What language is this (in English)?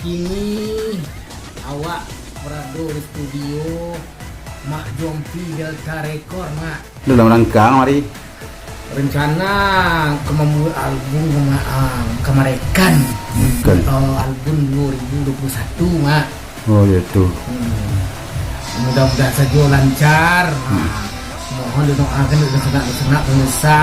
Minangkabau